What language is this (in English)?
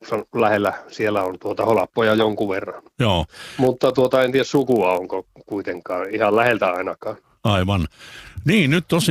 Finnish